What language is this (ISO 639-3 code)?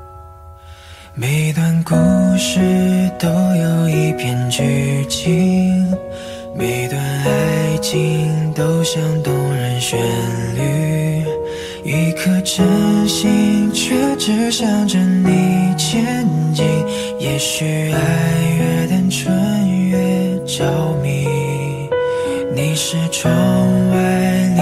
zho